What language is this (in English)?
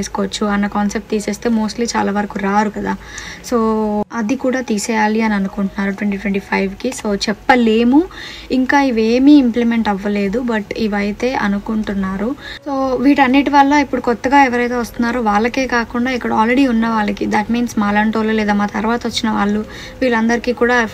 Telugu